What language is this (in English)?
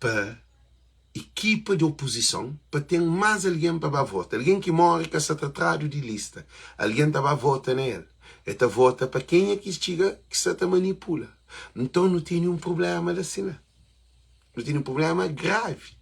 Kabuverdianu